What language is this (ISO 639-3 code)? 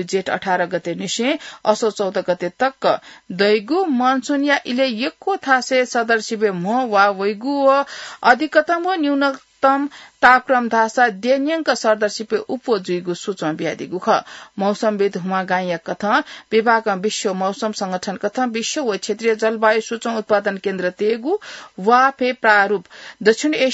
new